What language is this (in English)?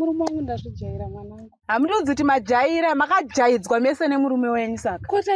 Shona